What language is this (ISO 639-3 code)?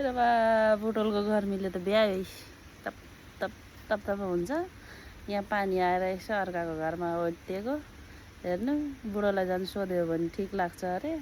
nep